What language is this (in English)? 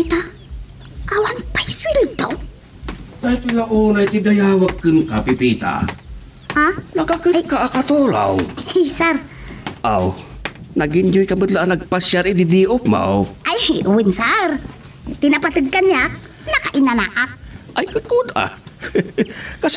Iloko